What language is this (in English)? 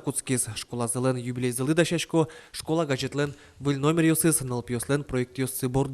Udmurt